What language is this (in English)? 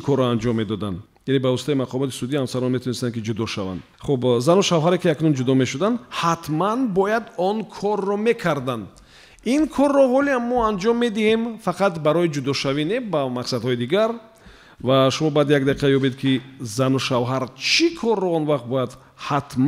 Tajik